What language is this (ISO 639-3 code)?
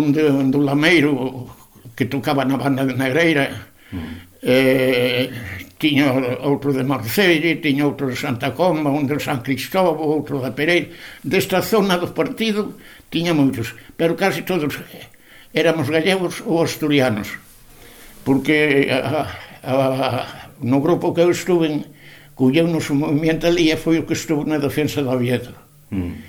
glg